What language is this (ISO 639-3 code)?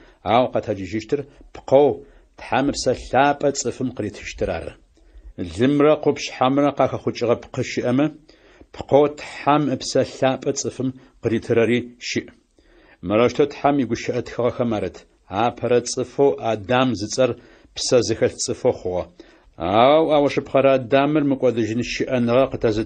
ady